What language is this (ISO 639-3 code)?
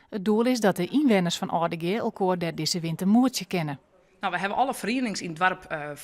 fry